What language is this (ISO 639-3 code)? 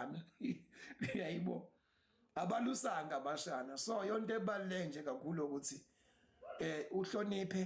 zul